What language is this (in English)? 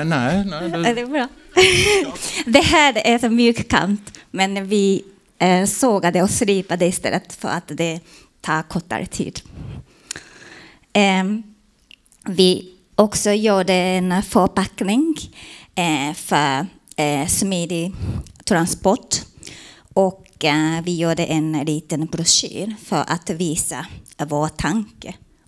Swedish